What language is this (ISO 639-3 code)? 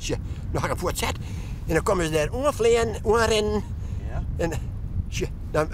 fry